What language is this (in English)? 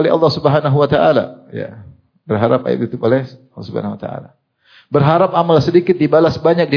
Indonesian